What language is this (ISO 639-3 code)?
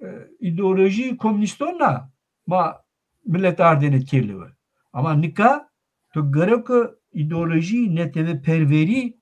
zza